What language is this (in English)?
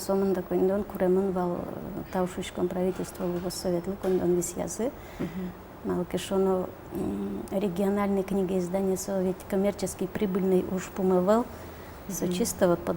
Udmurt